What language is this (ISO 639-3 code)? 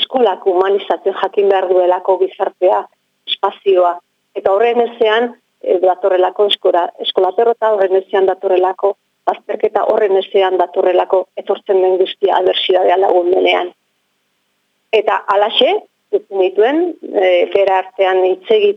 eus